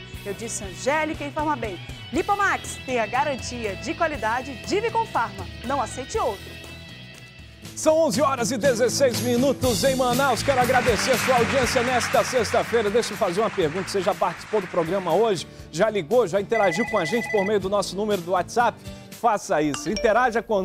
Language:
Portuguese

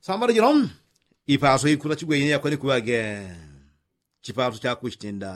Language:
Yao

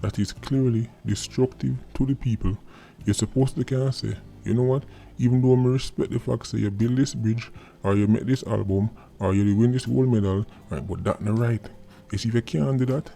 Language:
Jamaican Creole English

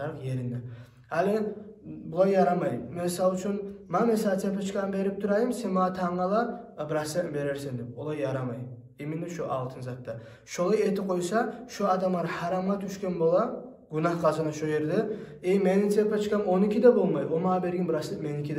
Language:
Kumyk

